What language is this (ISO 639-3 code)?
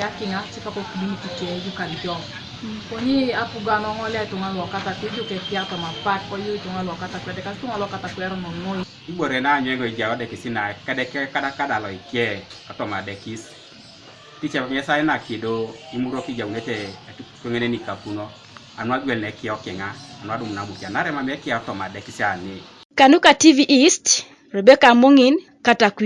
teo